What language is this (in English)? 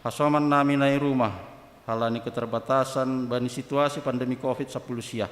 Batak Simalungun